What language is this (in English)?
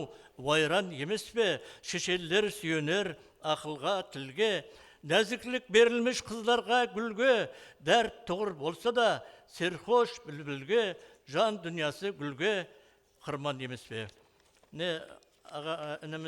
Kara-Kalpak